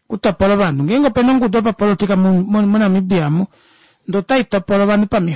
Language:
Kuanyama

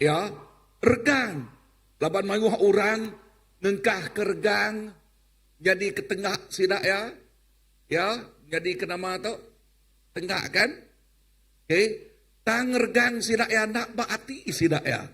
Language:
Iban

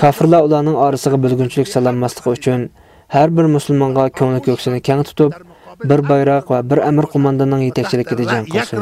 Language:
Uyghur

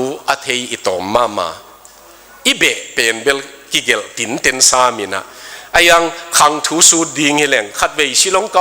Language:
Tedim Chin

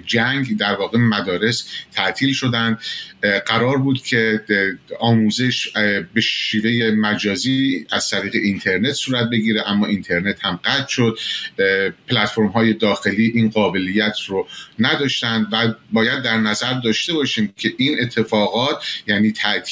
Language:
Persian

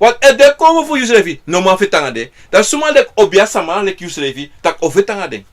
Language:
Sranan Tongo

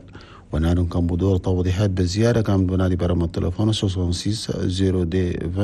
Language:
Chadian Arabic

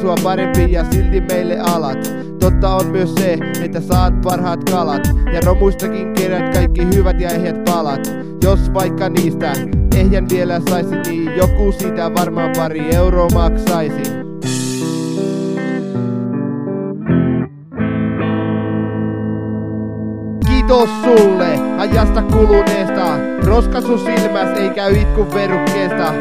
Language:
Finnish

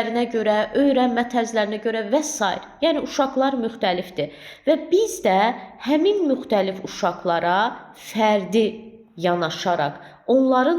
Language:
Azerbaijani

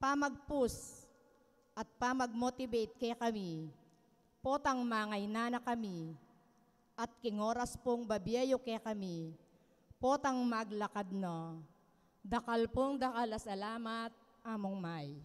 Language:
Pampanga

